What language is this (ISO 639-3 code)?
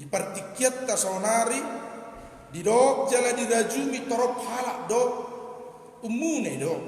bbc